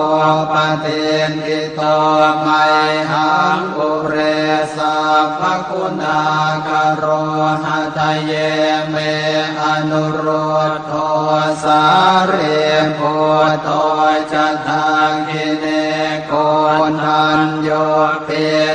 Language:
Pali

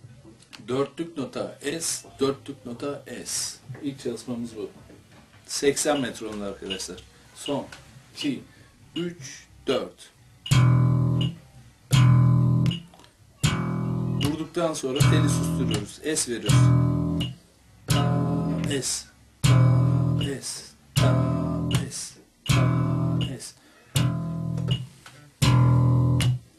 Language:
Turkish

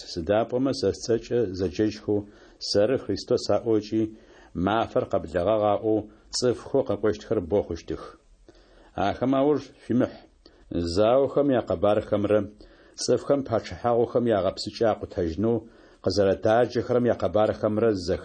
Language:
Adyghe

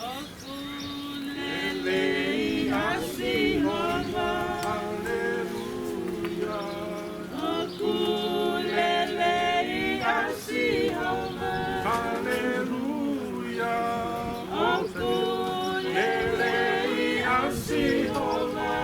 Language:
Tongan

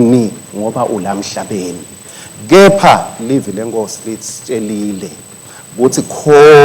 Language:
Swati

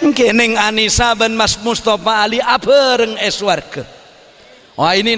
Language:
Madurese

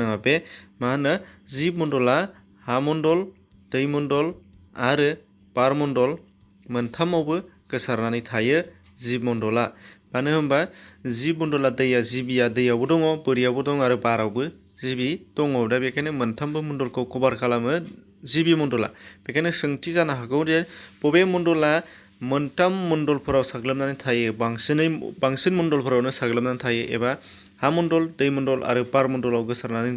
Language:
Bodo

